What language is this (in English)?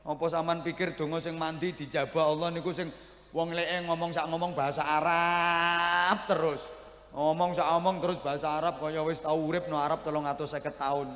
Javanese